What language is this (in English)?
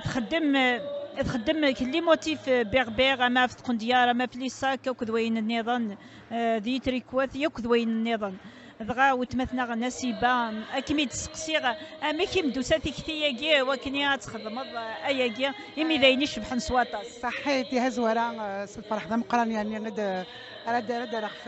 Kabyle